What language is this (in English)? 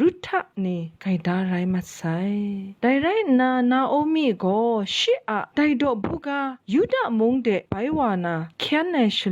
Kachin